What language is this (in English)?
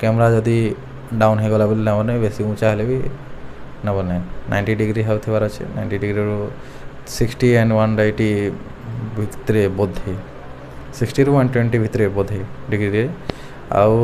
Odia